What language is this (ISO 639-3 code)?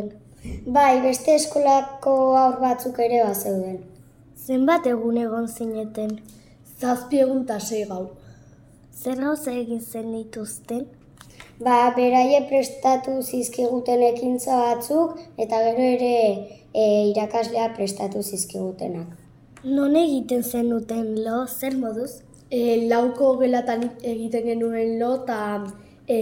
eus